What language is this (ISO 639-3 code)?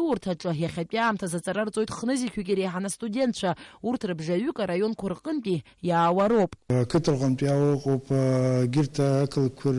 abk